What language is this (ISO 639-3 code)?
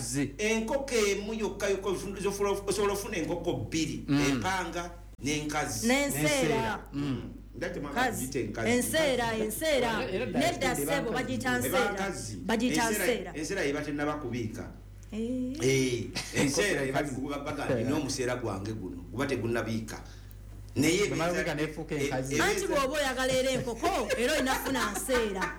lug